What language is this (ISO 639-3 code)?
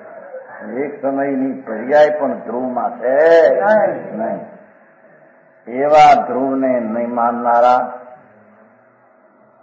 guj